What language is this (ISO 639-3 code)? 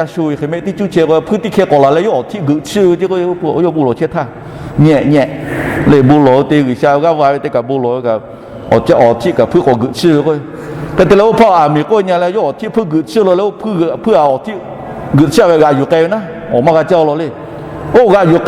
lhu